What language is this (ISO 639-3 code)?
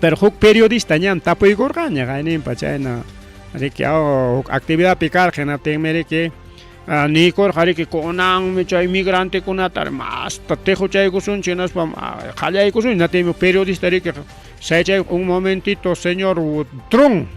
quy